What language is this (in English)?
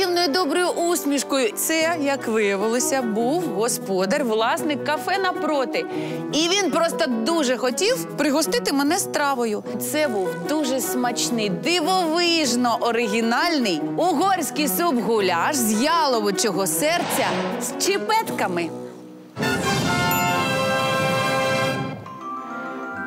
Ukrainian